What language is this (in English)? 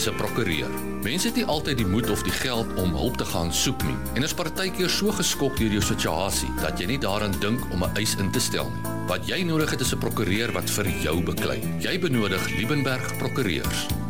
Afrikaans